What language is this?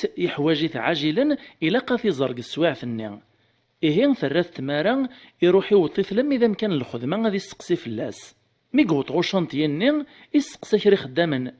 Kabyle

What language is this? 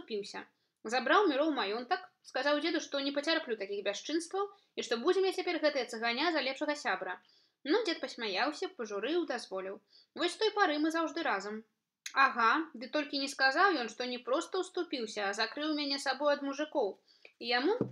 Belarusian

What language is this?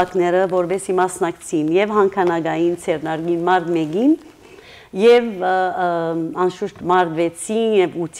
Western Armenian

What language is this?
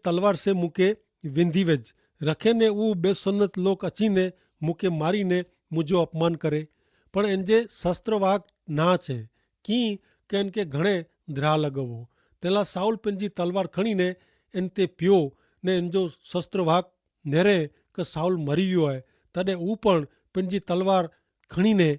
Kachhi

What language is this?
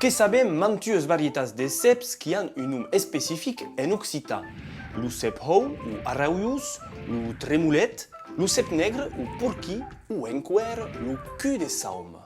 Occitan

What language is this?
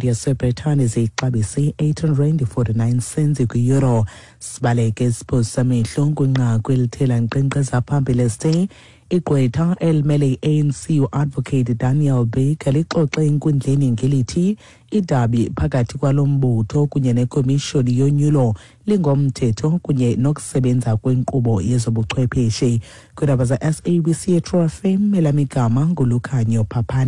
Xhosa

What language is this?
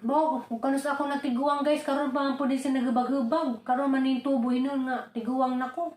Cebuano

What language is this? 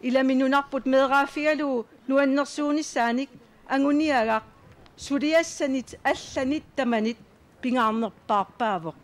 Kalaallisut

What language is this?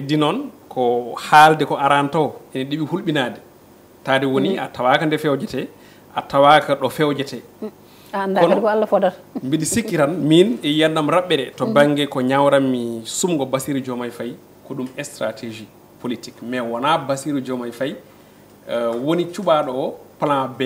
Fula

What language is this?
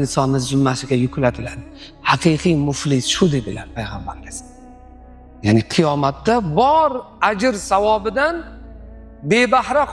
Uzbek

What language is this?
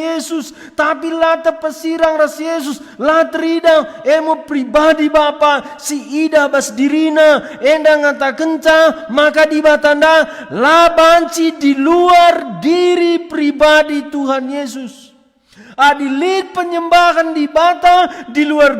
Batak Karo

